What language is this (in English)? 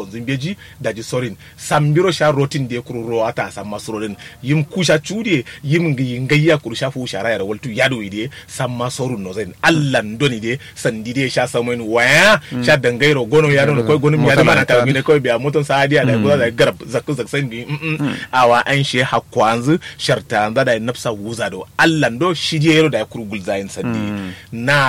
Kanuri